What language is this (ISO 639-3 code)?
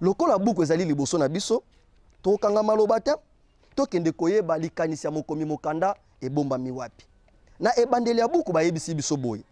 lin